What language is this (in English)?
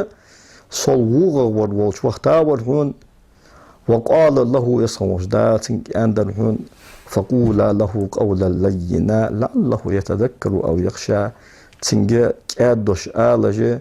Ingush